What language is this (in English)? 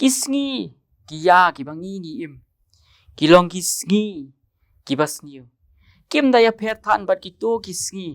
Khasi